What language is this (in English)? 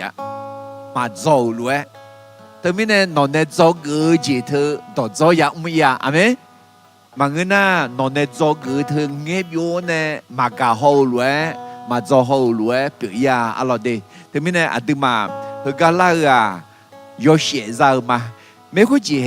Akha